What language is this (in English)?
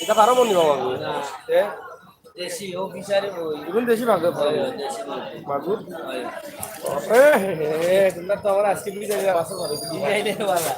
Sylheti